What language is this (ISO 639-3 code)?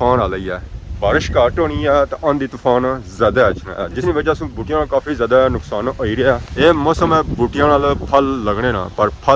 phr